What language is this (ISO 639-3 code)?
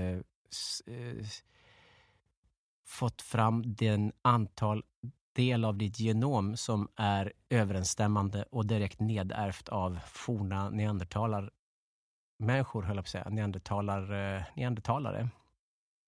swe